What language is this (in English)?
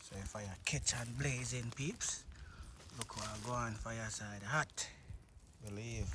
Jamaican Creole English